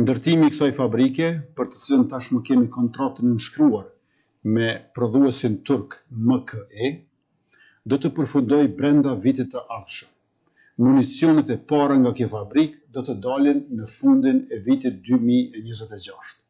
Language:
Albanian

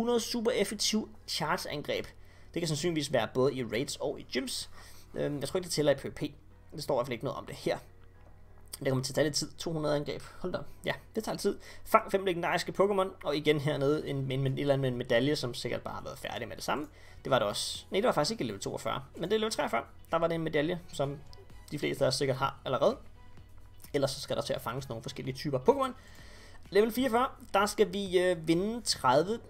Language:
Danish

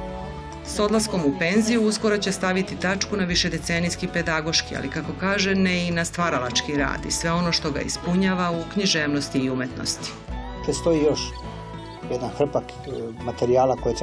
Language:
Serbian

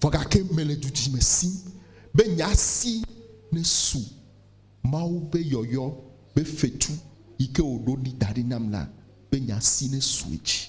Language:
Ewe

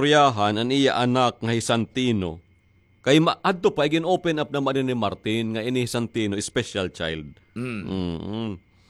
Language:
Waray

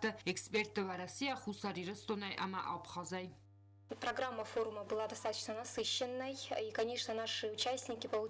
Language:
Ossetic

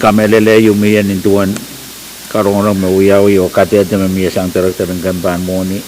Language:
Pohnpeian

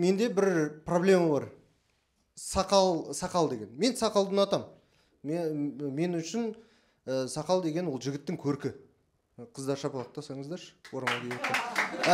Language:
Kazakh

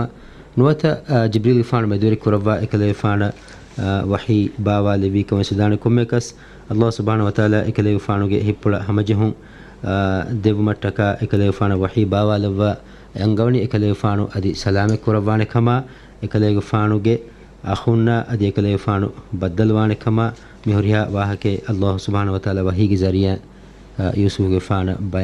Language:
Divehi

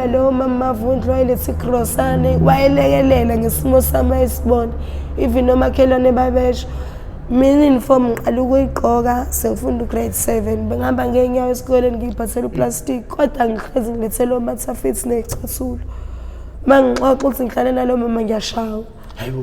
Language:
Zulu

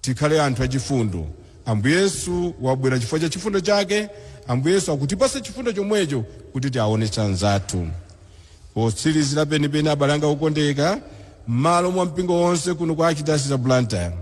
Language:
Nyanja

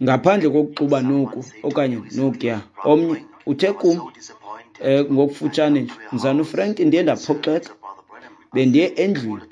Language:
Xhosa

